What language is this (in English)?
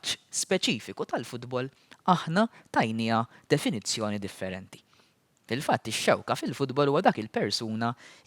Maltese